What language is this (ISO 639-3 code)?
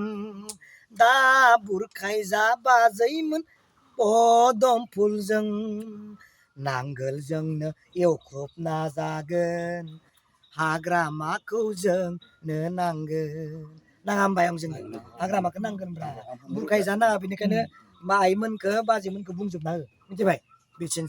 brx